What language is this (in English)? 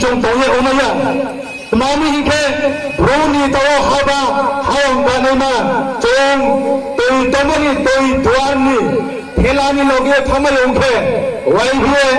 Riang (India)